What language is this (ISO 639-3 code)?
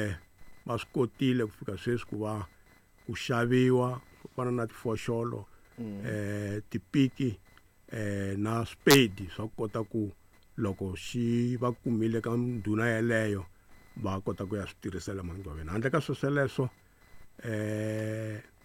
tso